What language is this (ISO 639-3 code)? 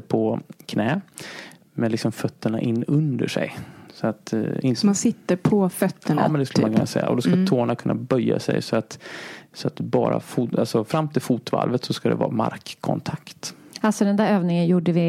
swe